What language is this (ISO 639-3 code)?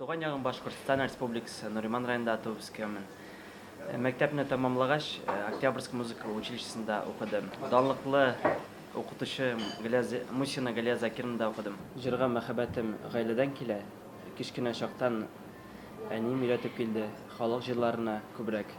tat